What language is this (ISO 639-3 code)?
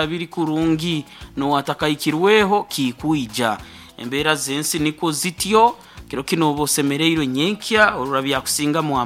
nyn